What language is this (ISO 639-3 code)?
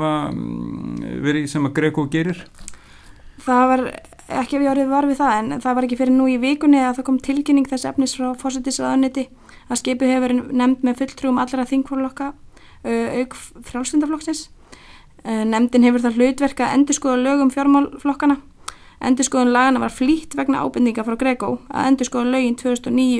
isl